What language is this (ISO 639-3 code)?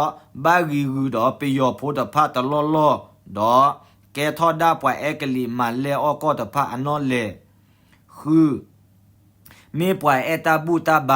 ksw